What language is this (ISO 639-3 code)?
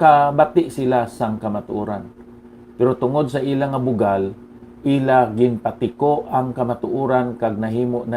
hil